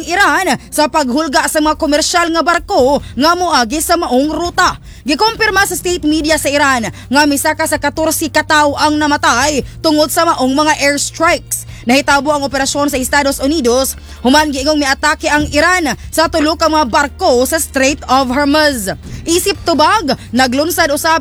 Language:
Cebuano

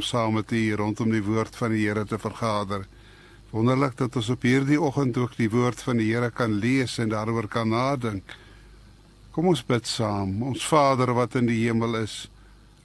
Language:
Afrikaans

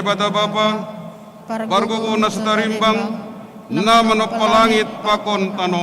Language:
Batak Simalungun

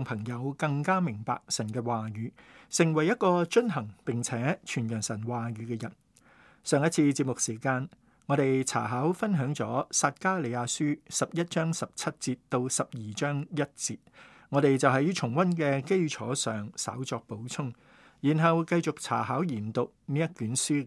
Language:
Cantonese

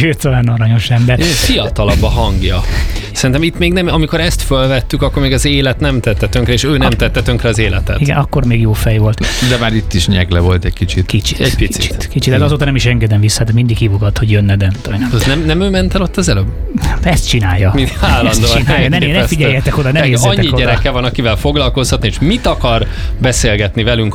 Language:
Hungarian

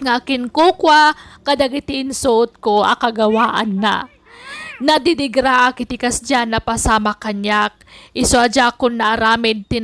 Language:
Iloko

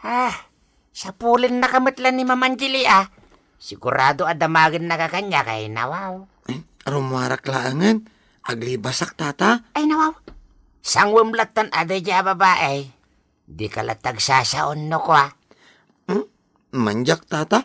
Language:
Iloko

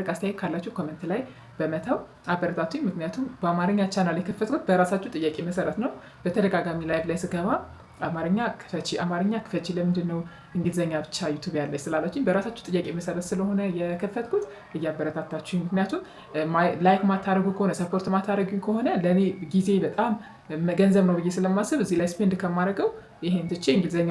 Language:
Amharic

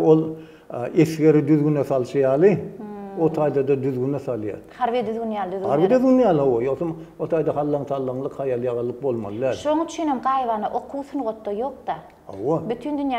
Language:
Turkmen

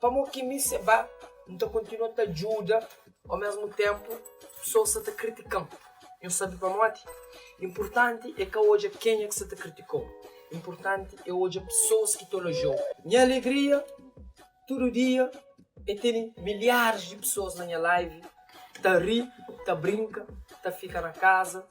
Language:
Kabuverdianu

